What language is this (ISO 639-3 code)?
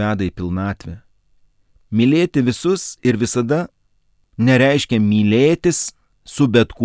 lit